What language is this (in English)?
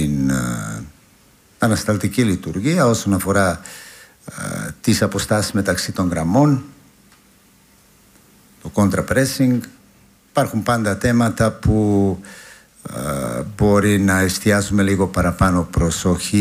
Greek